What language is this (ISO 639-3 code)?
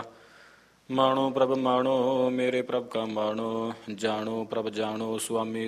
pan